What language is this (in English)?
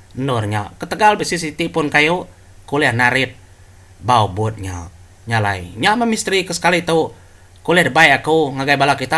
Iban